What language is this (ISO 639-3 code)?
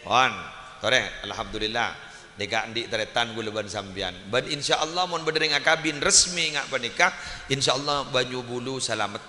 mad